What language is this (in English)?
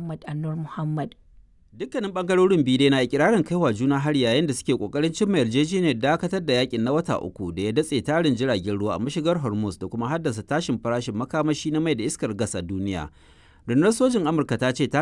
Hausa